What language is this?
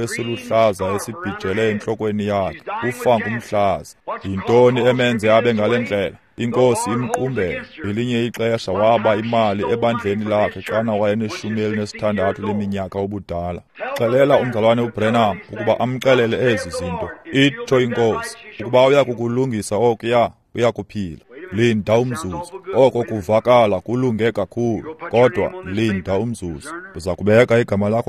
Xhosa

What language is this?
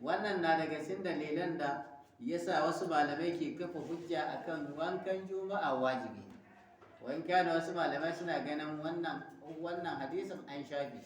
Hausa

